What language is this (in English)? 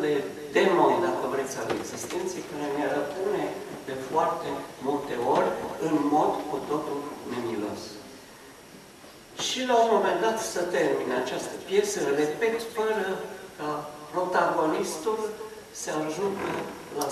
Romanian